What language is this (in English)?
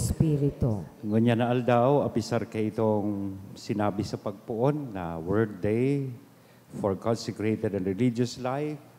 Bikol